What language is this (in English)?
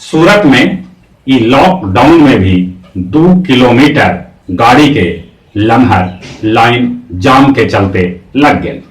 Magahi